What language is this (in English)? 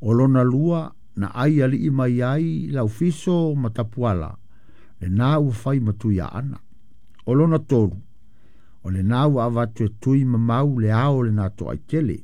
Samoan